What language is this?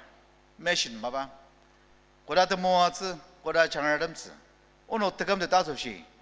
Ao Naga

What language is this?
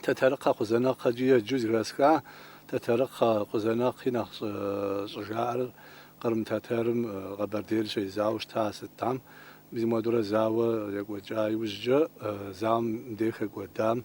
Kabardian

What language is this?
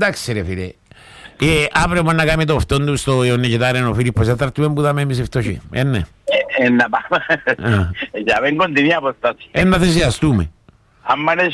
Greek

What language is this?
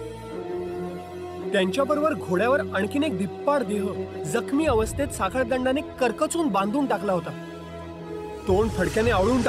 Marathi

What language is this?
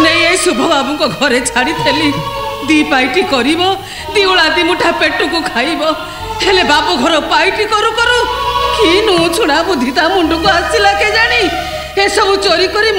Odia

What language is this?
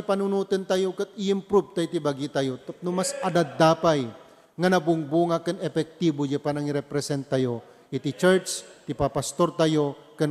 Iloko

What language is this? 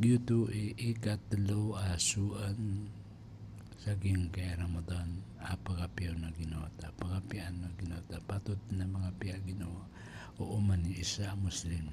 Maranao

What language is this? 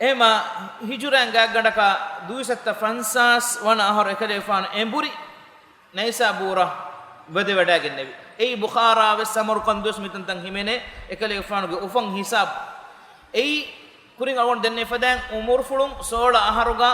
Divehi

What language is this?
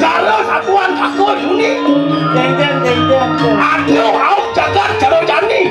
Balinese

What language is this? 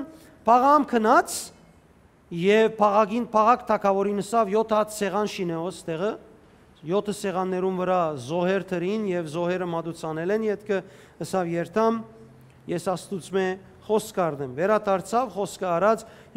Western Armenian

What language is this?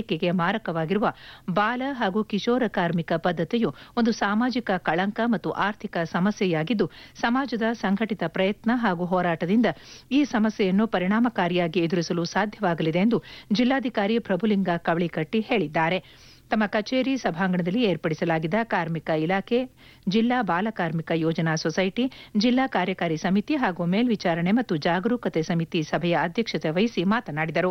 Kannada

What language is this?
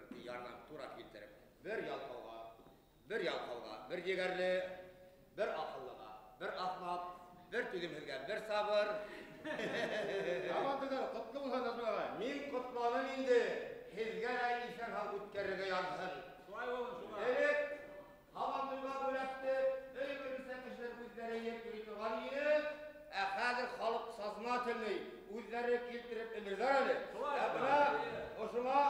Bashkir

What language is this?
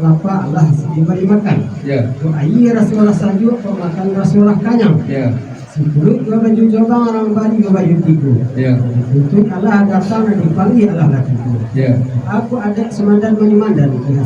Minangkabau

